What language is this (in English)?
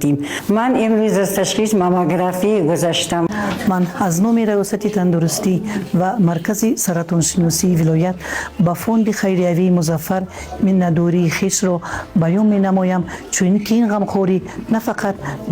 Tajik